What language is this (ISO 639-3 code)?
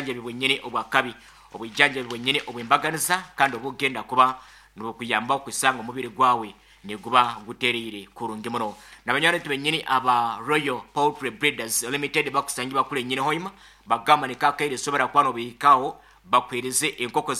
nyn